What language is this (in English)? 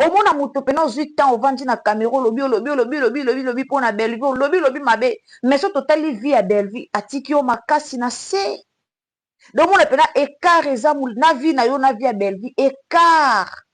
Lingala